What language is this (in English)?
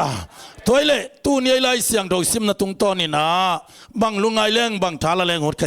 Tedim Chin